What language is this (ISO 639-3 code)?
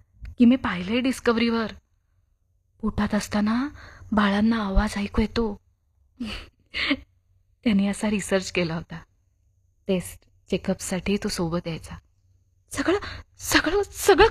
mar